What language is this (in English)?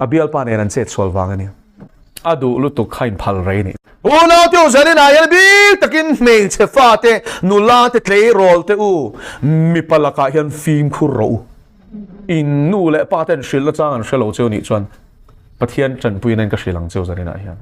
Mizo